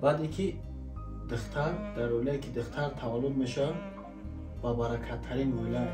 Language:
Tajik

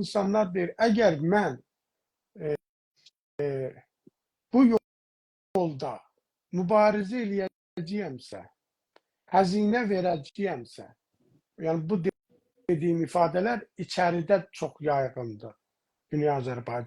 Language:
South Azerbaijani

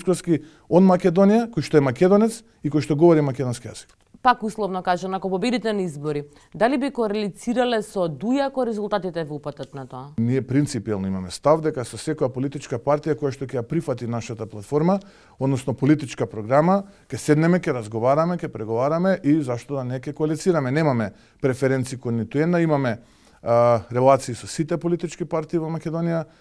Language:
Macedonian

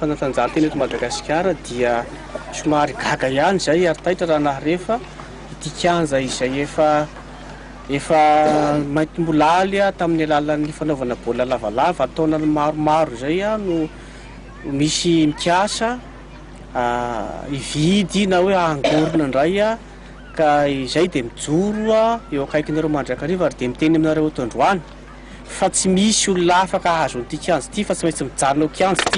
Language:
Malagasy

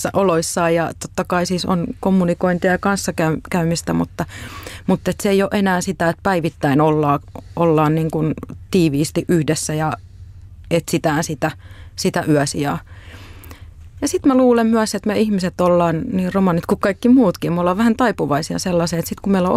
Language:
Finnish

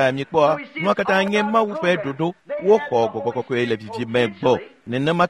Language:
Ewe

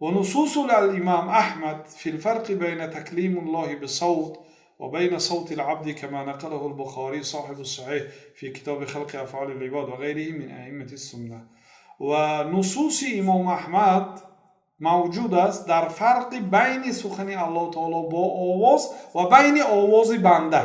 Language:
Tajik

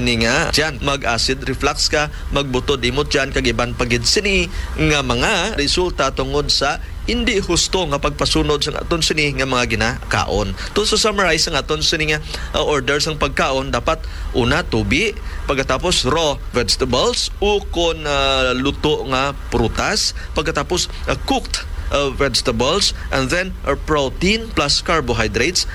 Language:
Hiligaynon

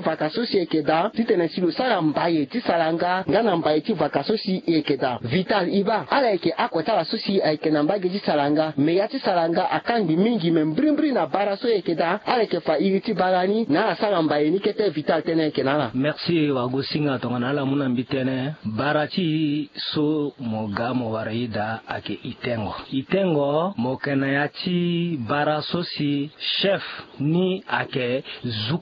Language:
Sango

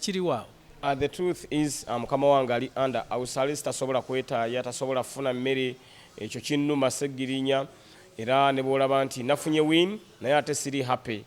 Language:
Ganda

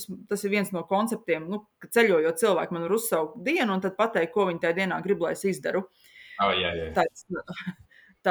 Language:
Latvian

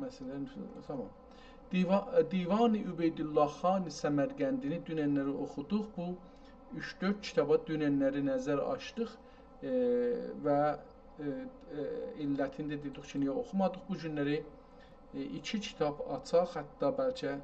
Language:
South Azerbaijani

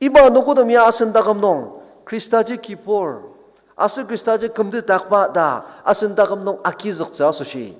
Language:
Ao Naga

